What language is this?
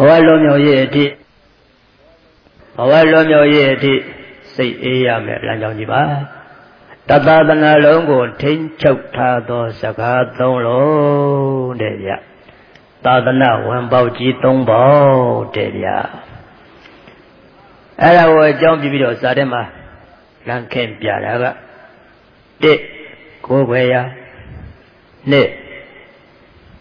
Burmese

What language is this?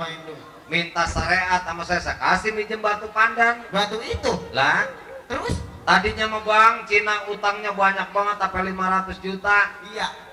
Betawi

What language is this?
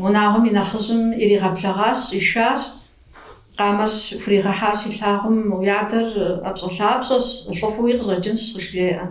Kabardian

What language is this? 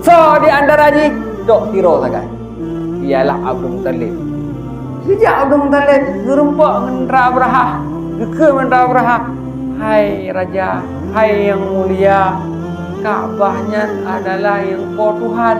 Achinese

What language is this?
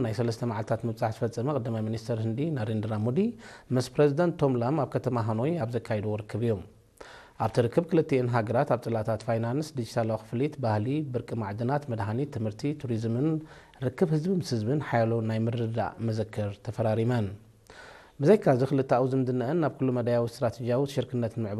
Tigrinya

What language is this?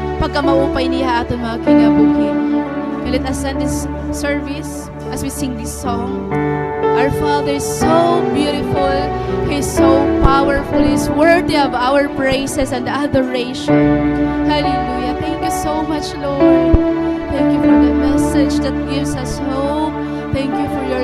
Waray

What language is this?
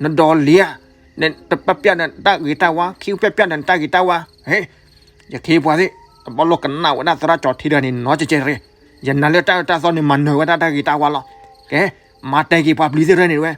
S'gaw Karen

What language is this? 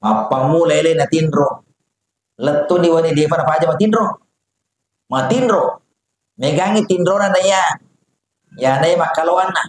Buginese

